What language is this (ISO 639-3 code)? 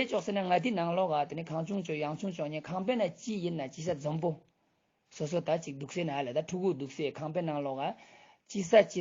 lbj